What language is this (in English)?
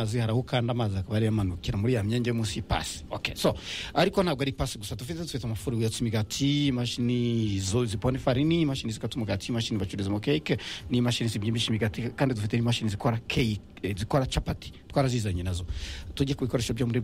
Kinyarwanda